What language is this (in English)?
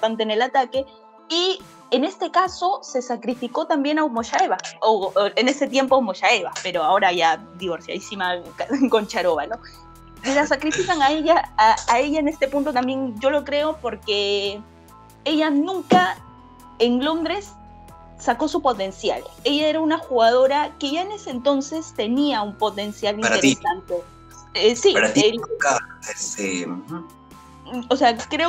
Spanish